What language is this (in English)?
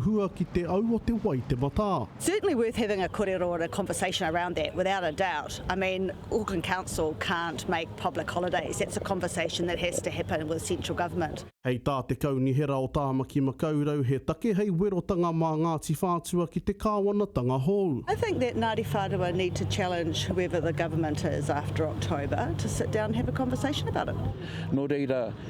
Māori